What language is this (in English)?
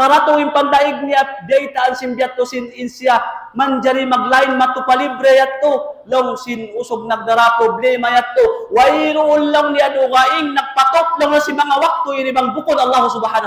Tausug